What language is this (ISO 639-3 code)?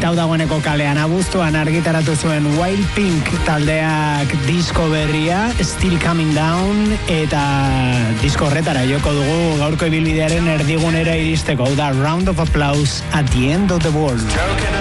eus